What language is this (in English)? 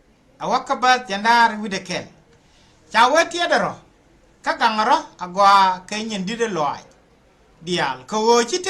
Nuer